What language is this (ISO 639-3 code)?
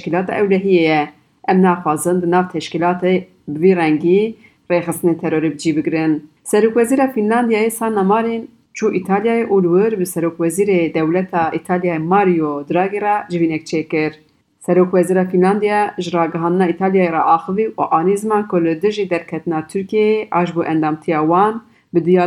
kur